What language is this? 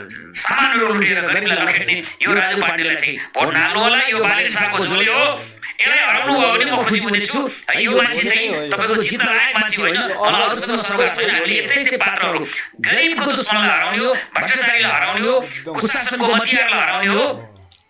Nepali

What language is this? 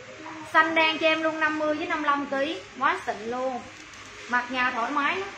Vietnamese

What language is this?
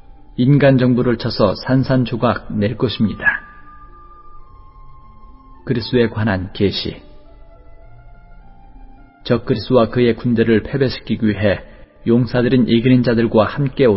Korean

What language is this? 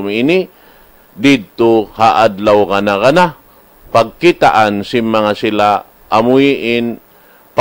Tausug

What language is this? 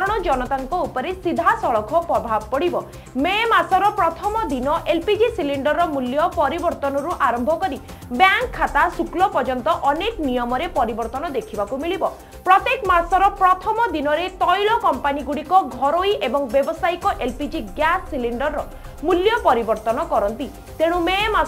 Odia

